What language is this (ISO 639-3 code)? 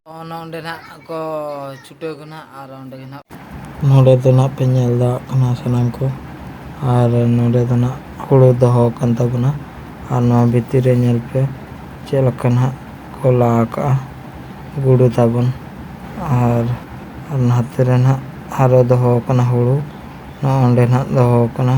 sat